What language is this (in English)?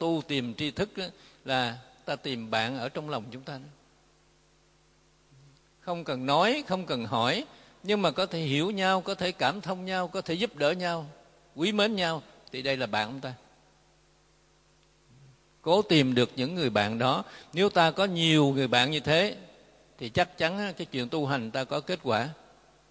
Vietnamese